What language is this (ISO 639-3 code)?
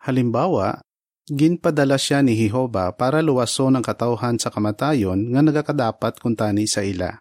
hil